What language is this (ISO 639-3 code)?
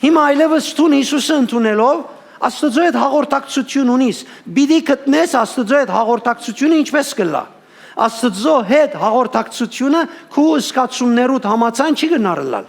hyw